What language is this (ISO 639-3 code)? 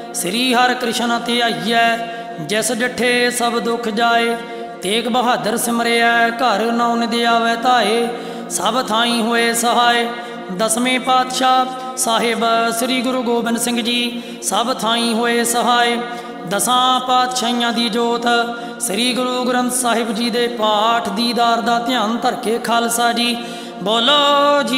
pan